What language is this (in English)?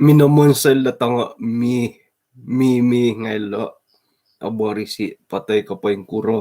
Central Dusun